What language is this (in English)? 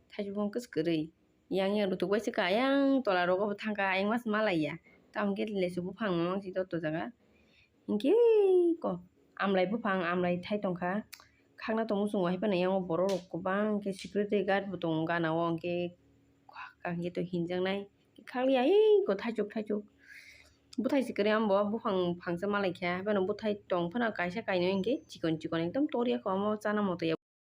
Kok Borok